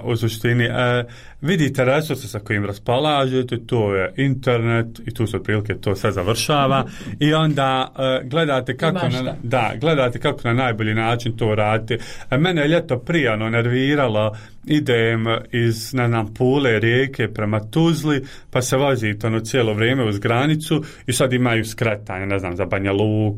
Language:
Bosnian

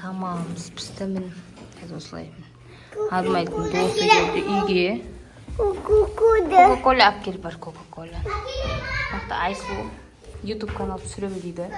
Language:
Kazakh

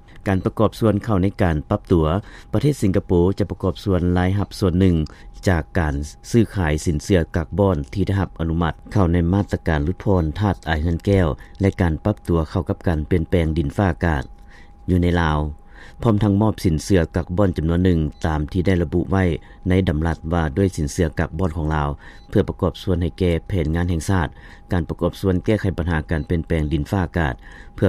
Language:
Lao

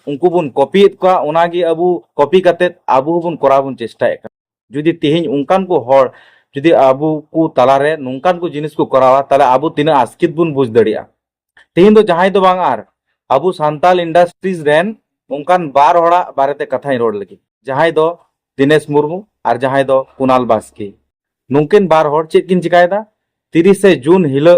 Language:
Santali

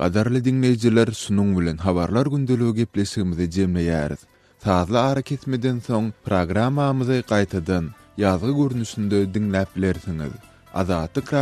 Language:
Turkmen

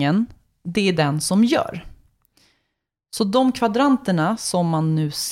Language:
Swedish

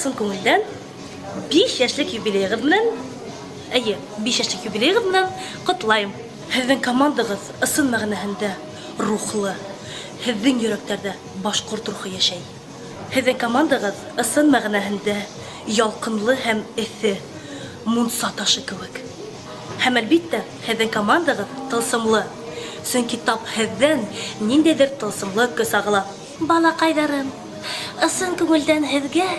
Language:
Bashkir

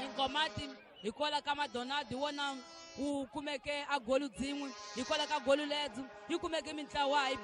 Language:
Tsonga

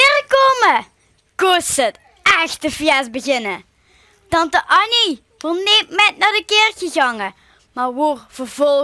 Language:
Limburgish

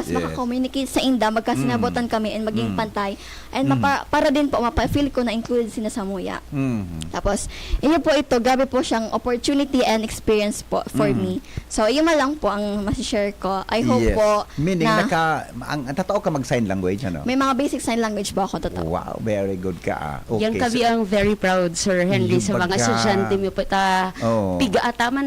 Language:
Bikol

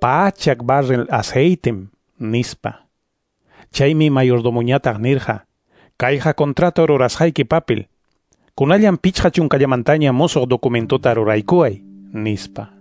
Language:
Ayacucho Quechua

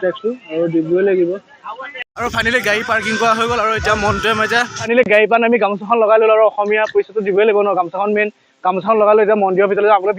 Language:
Assamese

